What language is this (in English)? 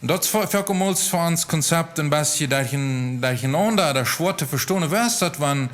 Plautdietsch